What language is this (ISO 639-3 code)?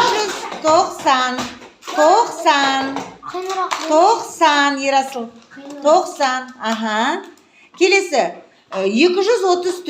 kaz